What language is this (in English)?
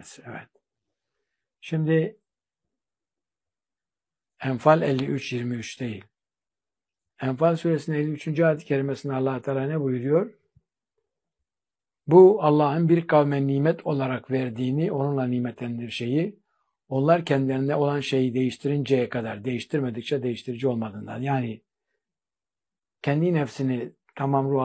Turkish